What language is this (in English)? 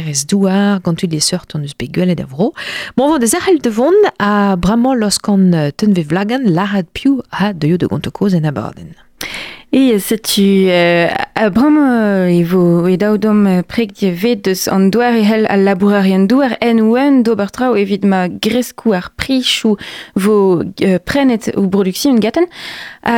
Breton